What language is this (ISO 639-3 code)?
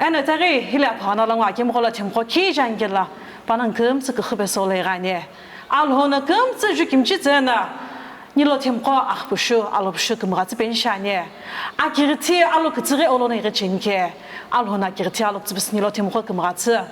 nsm